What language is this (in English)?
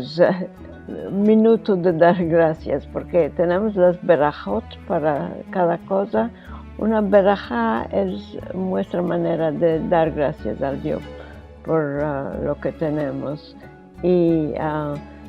Ladino